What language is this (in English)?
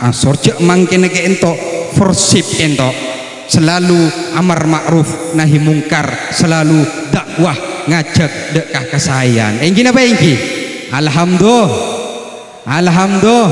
Madurese